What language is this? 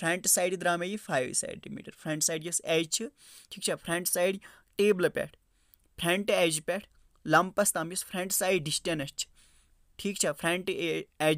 Kashmiri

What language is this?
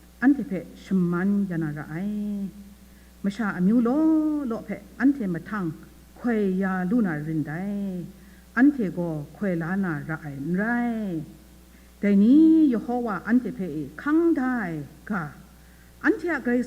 Kachin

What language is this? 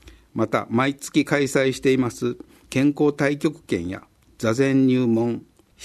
Japanese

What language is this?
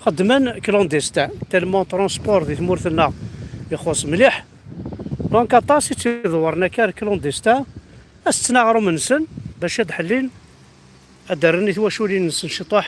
Kabyle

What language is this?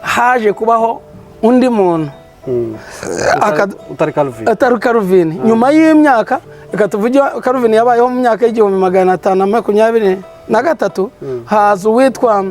Kinyarwanda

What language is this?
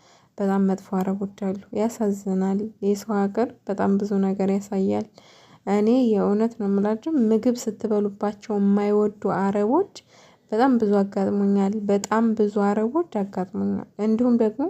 Amharic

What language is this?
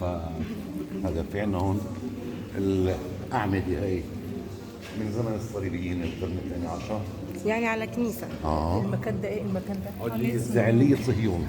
Egyptian Arabic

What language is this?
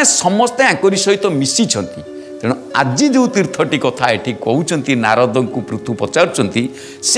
Odia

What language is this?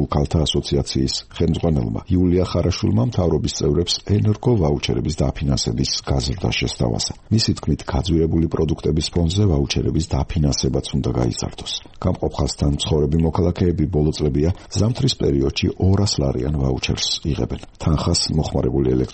Georgian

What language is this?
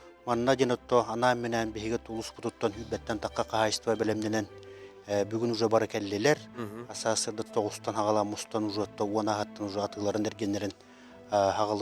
Yakut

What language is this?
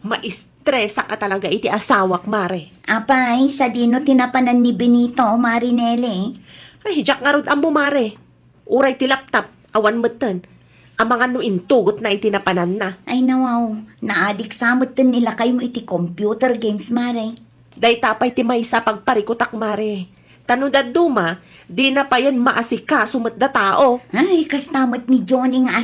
Iloko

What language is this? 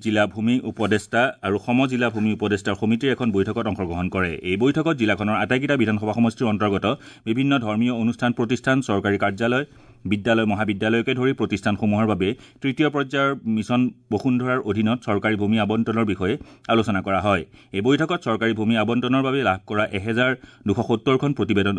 Assamese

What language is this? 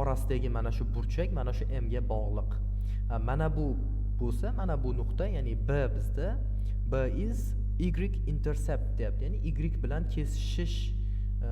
Uzbek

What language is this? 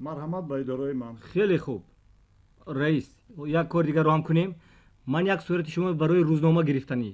Tajik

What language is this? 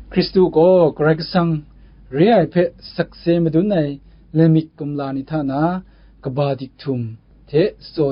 Kachin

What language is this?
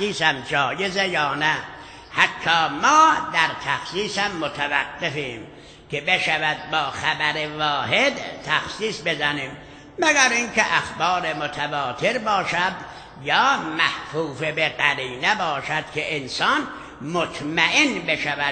Persian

